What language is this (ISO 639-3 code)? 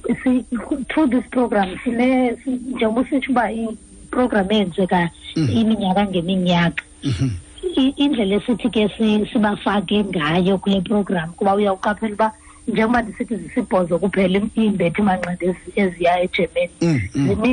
xho